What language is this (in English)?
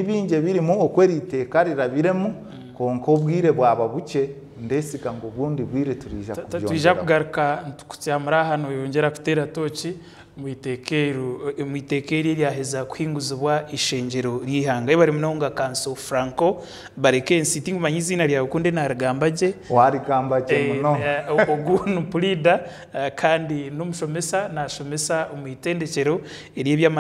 Nyankole